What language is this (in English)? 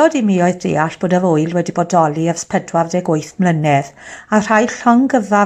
Welsh